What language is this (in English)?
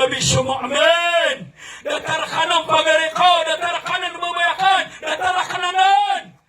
Maranao